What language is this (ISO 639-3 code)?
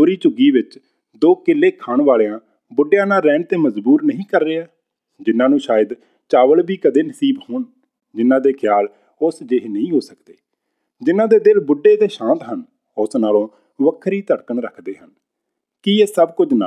pan